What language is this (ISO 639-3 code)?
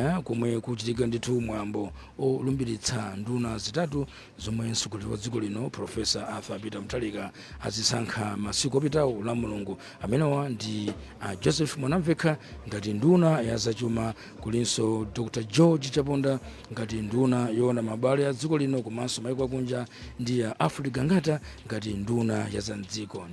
nya